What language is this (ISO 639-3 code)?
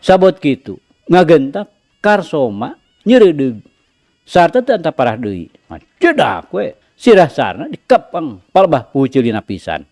sun